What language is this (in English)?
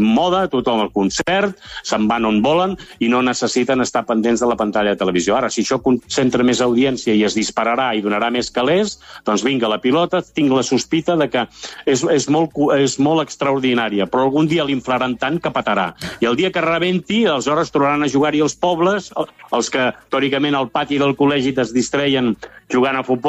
Catalan